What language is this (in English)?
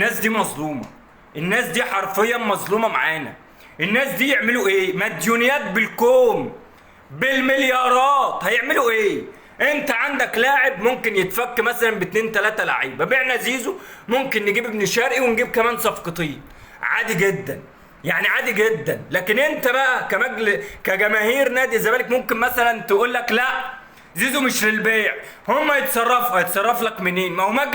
Egyptian Arabic